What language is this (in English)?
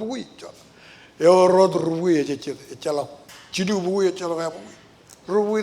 Marshallese